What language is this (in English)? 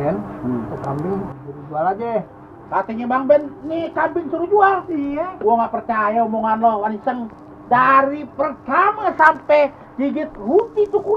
Betawi